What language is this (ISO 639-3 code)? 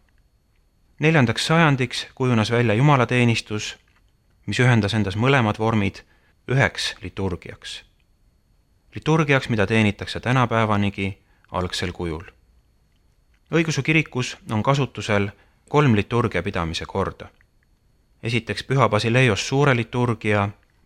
est